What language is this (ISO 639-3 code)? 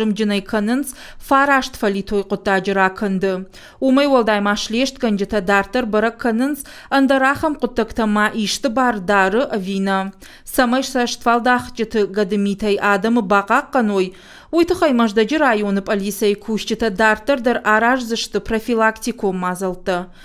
oss